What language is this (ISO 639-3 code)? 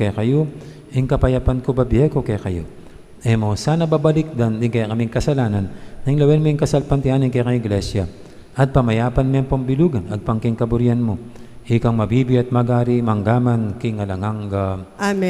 pam